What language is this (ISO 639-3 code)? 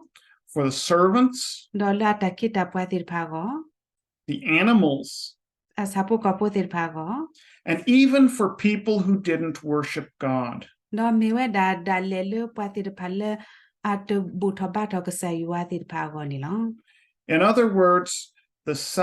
ksw